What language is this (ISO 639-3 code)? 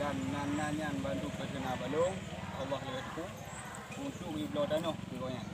ace